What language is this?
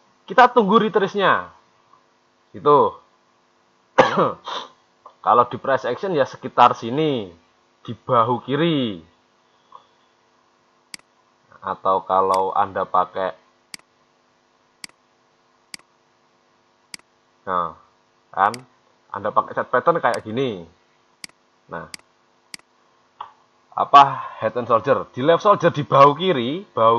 Indonesian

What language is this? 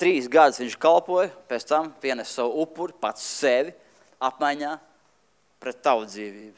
Latvian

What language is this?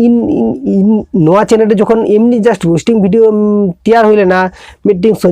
Santali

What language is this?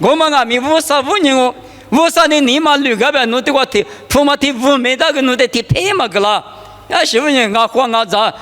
Lisu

